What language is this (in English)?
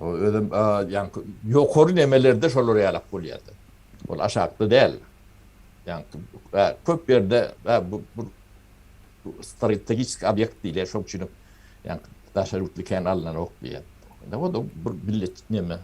Turkmen